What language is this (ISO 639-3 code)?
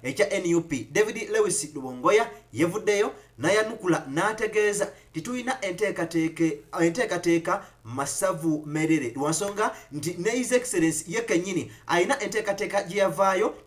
lug